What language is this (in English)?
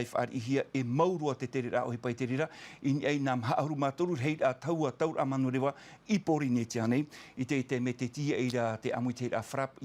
Tahitian